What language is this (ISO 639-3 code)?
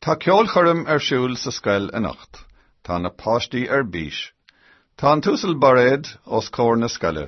gle